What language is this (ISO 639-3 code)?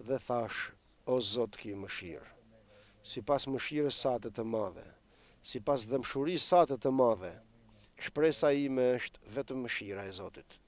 sqi